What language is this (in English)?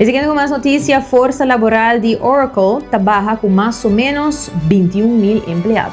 Papiamento